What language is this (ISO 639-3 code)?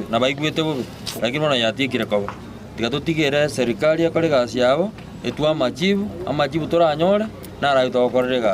guz